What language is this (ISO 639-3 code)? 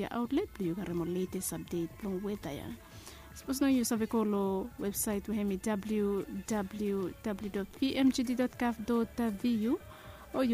bis